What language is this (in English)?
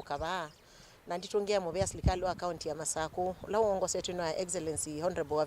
Kamba